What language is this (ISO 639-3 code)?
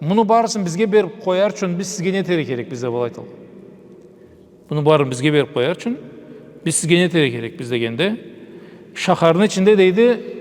krc